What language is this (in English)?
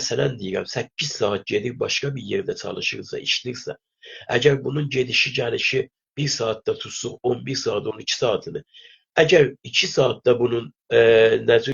South Azerbaijani